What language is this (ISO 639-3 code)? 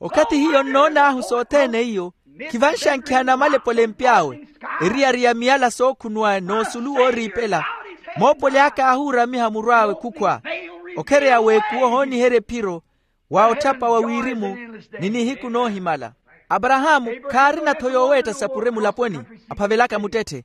vmw